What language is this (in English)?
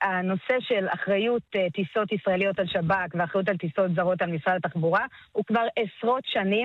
Hebrew